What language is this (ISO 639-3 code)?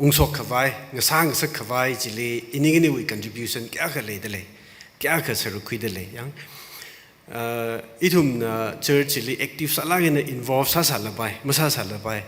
nmf